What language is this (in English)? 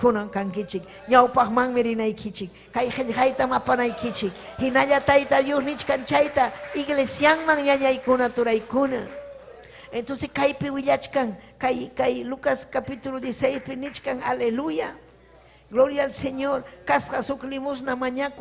Ayacucho Quechua